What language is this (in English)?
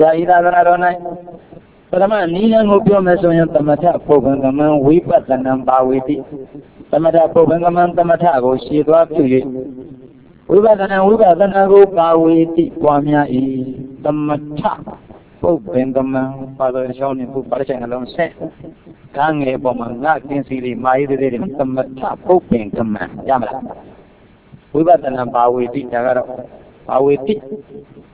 Burmese